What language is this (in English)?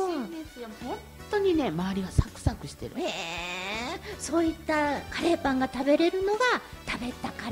Japanese